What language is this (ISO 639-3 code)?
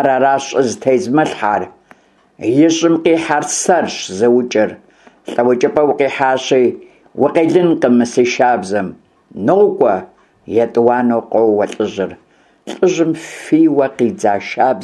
kbd